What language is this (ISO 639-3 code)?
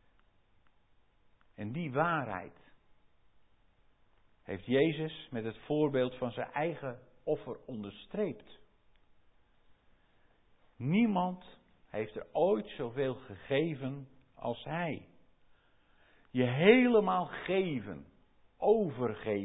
nld